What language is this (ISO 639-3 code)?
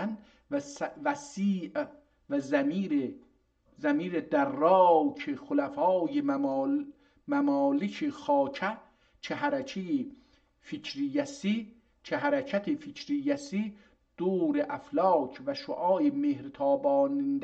azb